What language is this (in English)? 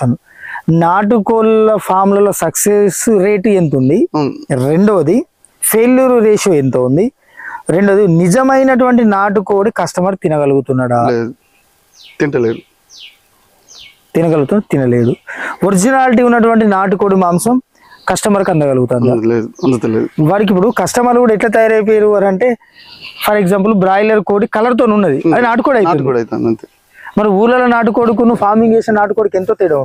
Telugu